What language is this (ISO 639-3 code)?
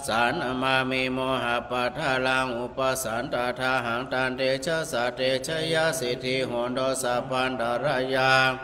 pli